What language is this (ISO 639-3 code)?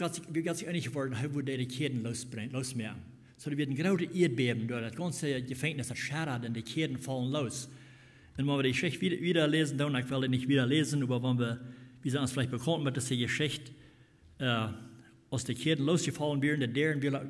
pdt